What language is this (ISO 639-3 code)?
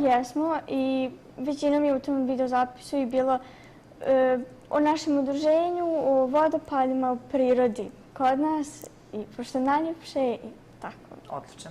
bos